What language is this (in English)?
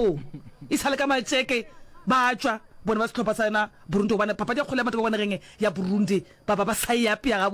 Northern Sotho